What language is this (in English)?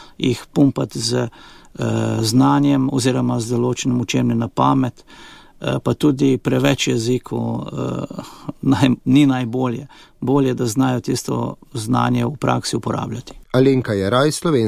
Slovenian